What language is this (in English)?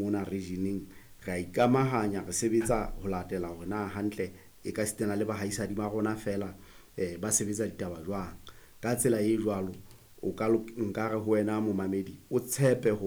Southern Sotho